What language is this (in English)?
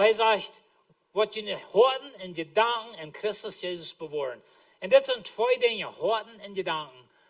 Plautdietsch